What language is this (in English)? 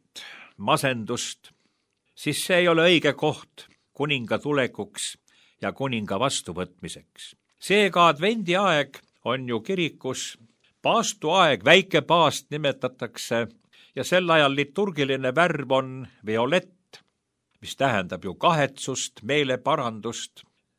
Estonian